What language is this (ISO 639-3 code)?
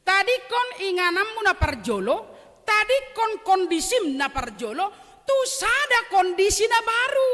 bbc